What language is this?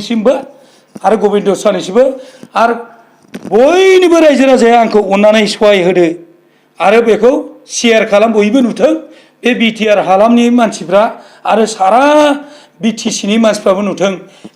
Bodo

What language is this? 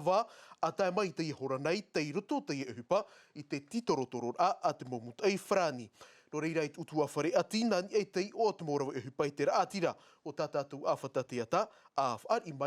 Tahitian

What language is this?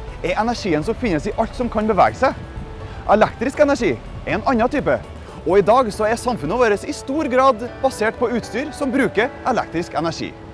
Norwegian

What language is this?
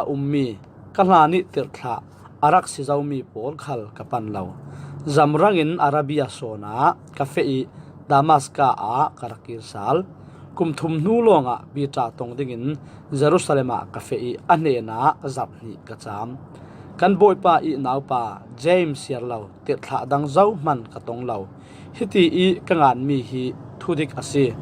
Falam Chin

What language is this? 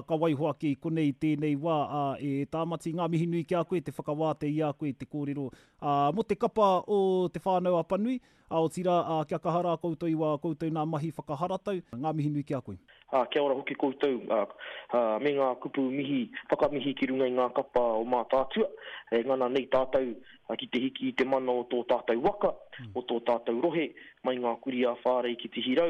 Māori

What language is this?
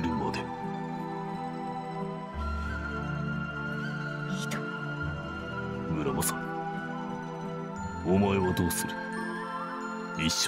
Japanese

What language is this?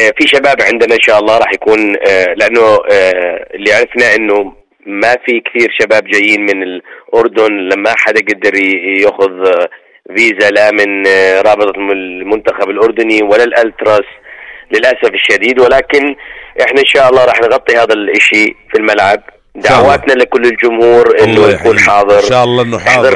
North Levantine Arabic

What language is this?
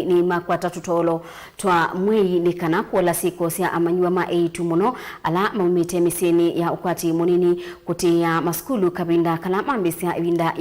Kamba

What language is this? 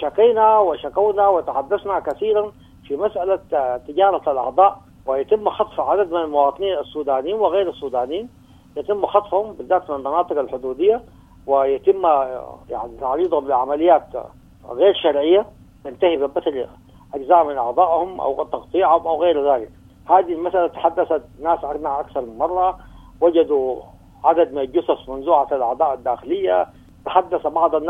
Sudanese Arabic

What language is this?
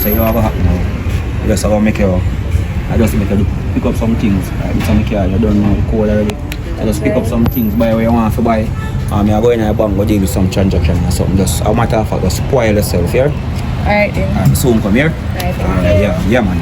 Jamaican Creole English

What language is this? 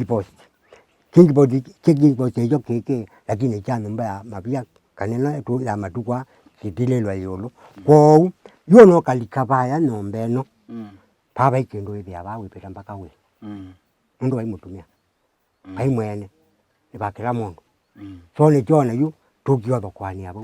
Kamba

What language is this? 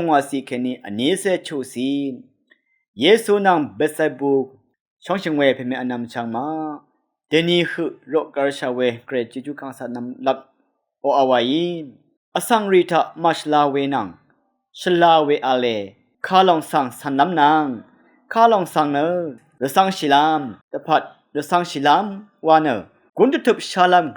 Rawang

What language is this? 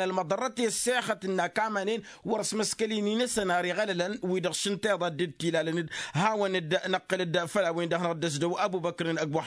Tamasheq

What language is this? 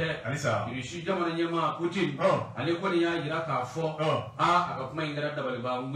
Bambara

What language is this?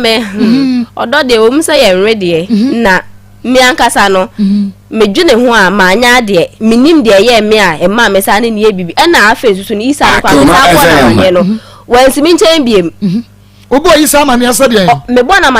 Akan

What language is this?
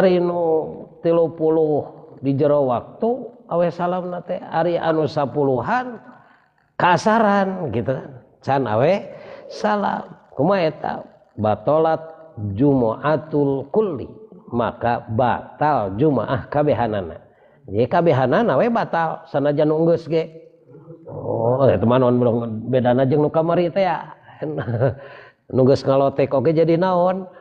Sundanese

